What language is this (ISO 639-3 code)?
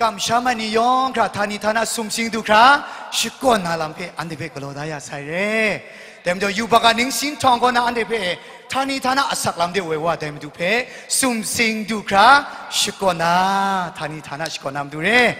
kac